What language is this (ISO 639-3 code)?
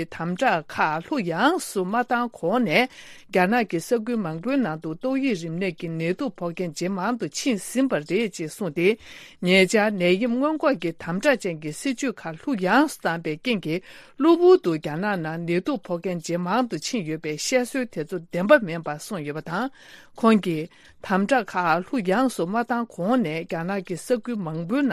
bod